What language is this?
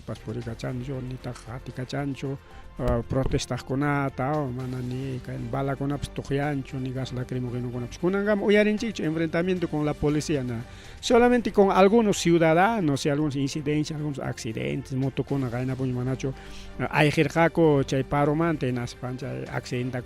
Ayacucho Quechua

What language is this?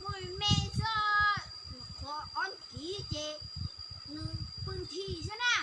Hmong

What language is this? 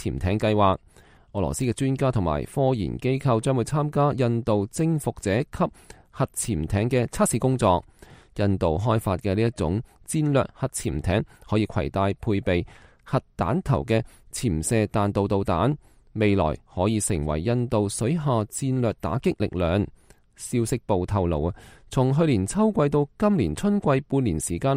Cantonese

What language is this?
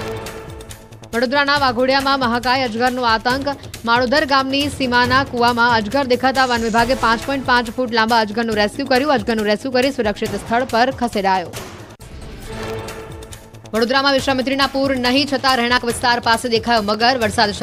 Gujarati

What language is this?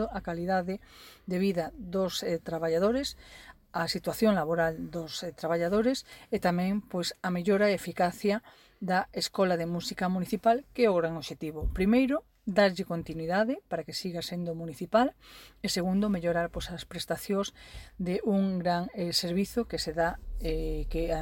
Galician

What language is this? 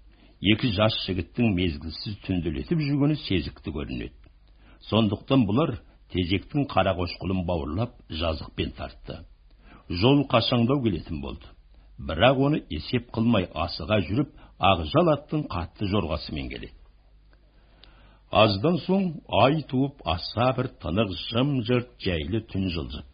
Kazakh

